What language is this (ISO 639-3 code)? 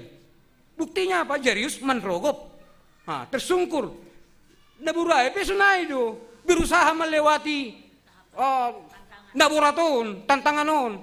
bts